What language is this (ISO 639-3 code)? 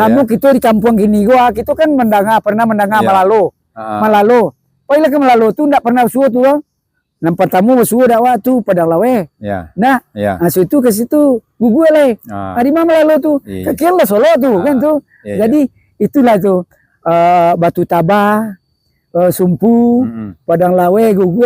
min